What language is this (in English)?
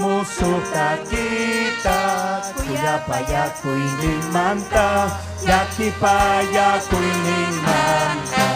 Ayacucho Quechua